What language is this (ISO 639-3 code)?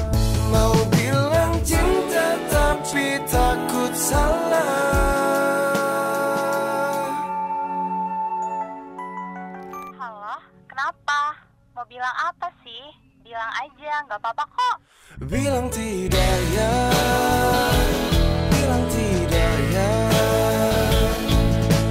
ind